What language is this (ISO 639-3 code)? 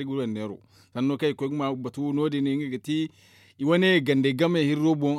dje